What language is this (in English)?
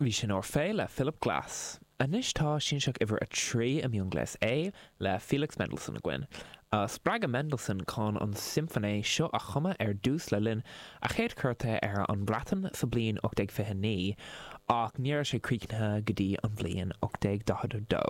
Irish